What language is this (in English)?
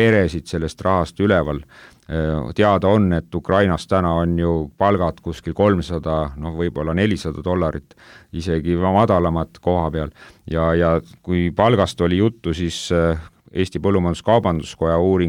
Estonian